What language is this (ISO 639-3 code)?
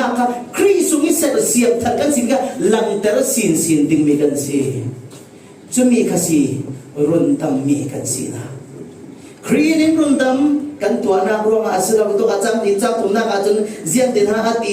cfm